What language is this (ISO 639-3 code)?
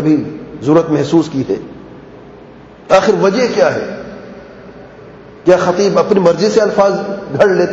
urd